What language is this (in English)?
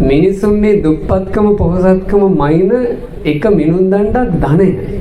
Sinhala